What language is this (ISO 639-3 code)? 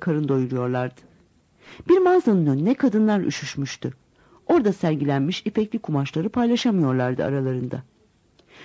tur